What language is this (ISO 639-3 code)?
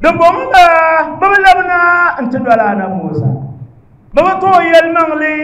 dag